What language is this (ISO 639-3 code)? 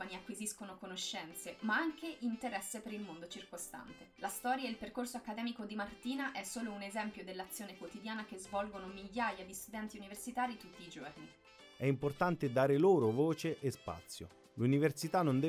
ita